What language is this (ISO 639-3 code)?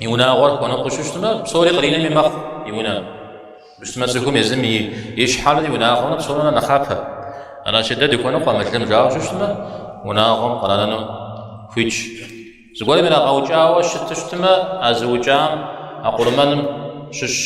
kbd